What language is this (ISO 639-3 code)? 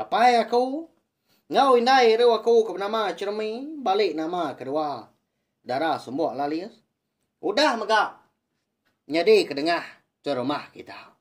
iba